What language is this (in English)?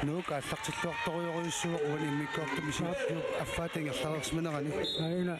Kalaallisut